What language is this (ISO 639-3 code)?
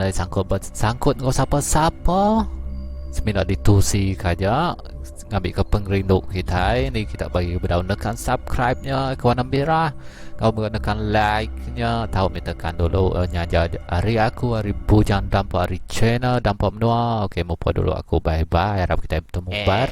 iba